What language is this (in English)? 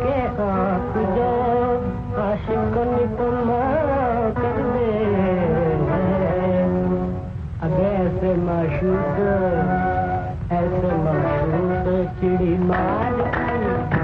Hindi